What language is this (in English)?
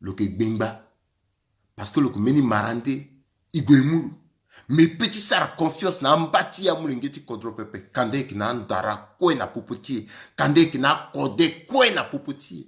Sango